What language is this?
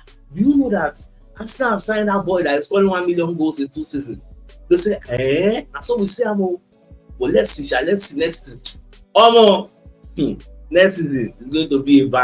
Nigerian Pidgin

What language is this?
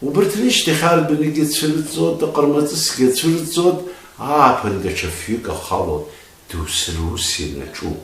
Abkhazian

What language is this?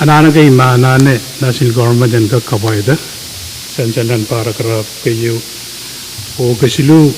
Pohnpeian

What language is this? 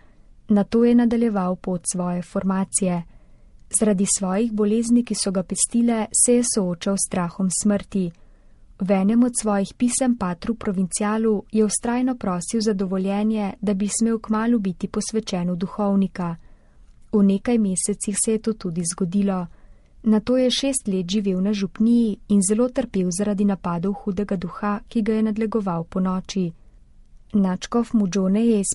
Slovenian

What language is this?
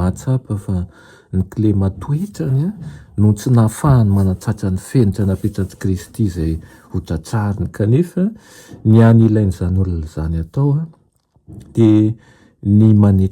Malagasy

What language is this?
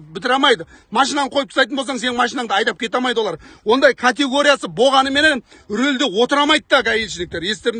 Kazakh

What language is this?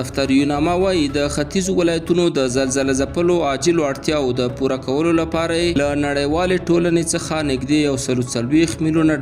Pashto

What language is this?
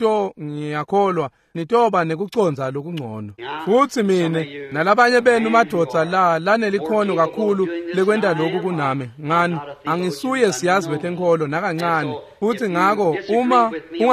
Swati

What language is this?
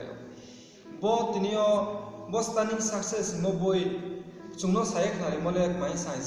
Riang (India)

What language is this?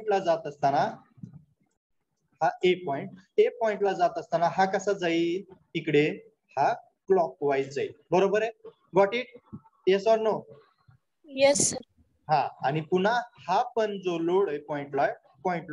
Marathi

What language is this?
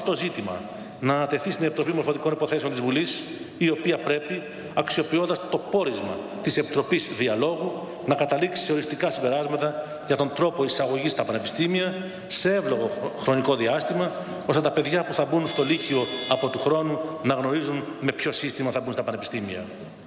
Greek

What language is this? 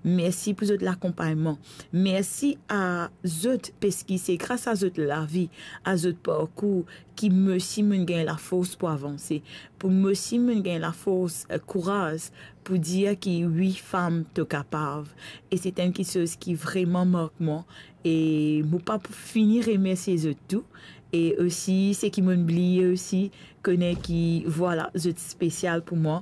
Morisyen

